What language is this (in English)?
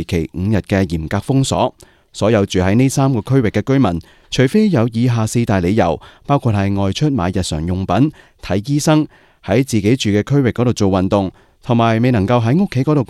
Cantonese